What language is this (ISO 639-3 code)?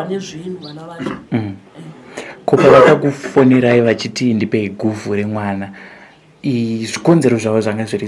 sna